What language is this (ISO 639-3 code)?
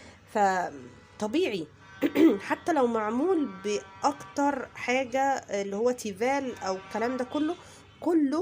arz